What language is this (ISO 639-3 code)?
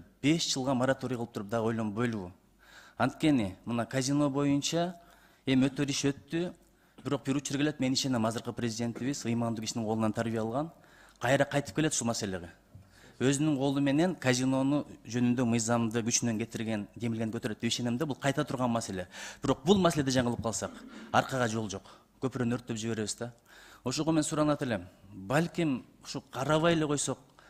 kir